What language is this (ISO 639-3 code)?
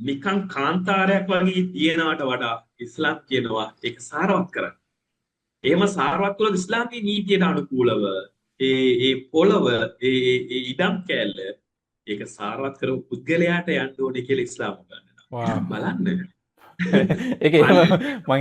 sin